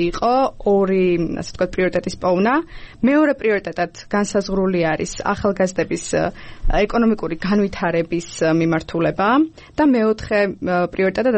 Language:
Georgian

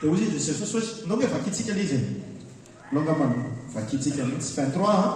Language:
Malagasy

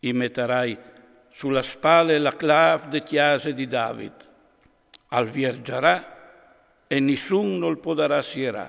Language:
Friulian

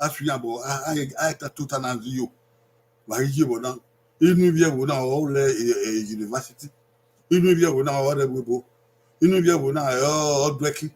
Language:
Bini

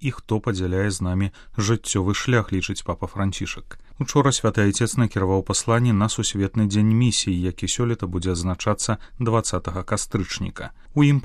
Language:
Belarusian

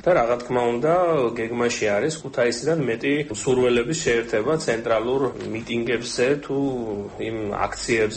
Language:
Georgian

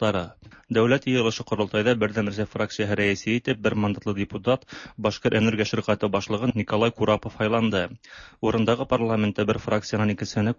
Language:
Tatar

